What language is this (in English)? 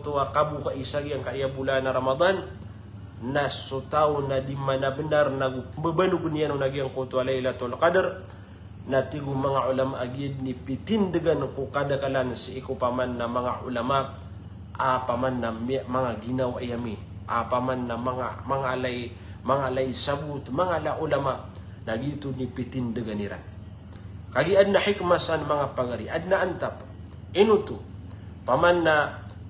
Maranao